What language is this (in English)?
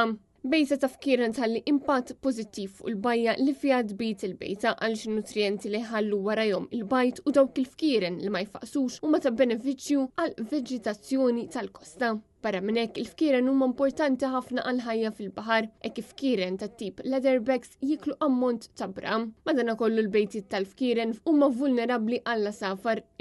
Maltese